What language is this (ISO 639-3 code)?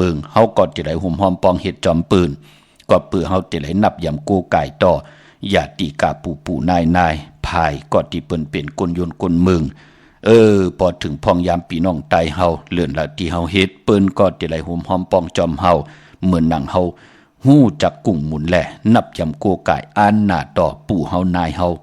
shn